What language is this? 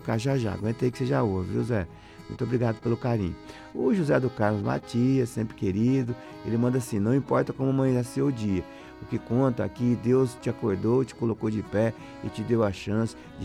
Portuguese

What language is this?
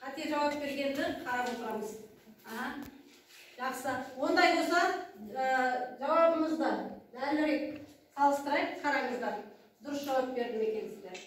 Kazakh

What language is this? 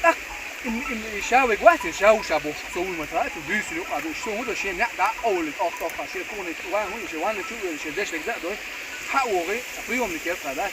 Chechen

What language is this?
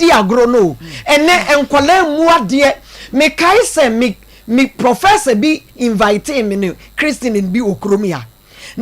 Akan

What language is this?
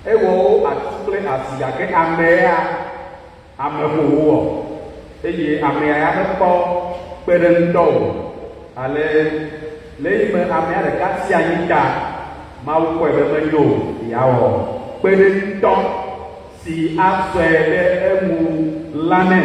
Ewe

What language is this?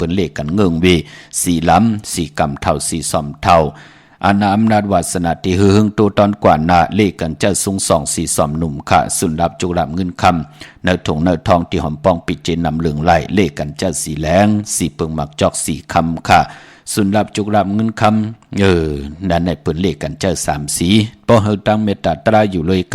Shan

